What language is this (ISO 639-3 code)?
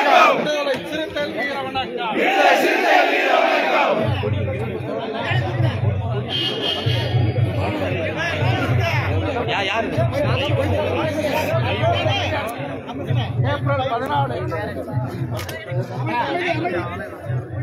tam